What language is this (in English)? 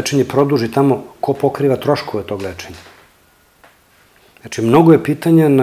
Serbian